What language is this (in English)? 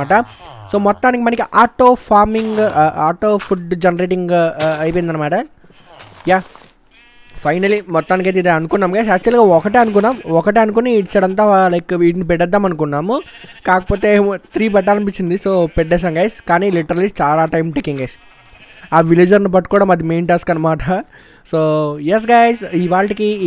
Telugu